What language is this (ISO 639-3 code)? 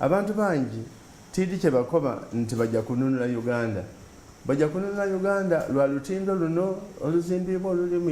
xog